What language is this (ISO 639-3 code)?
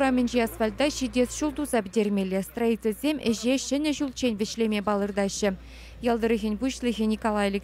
chv